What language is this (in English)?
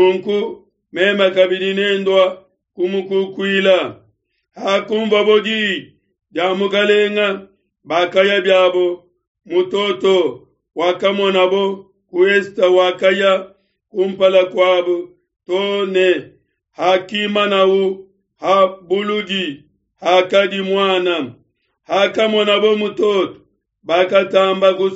Luba-Lulua